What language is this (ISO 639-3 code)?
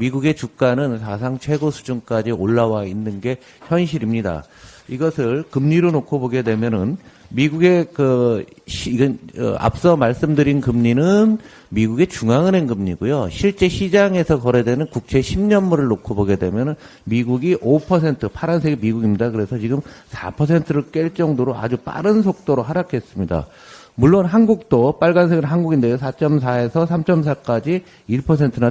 kor